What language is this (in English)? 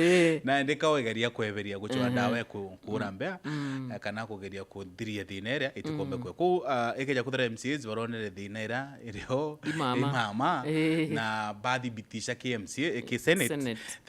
Meru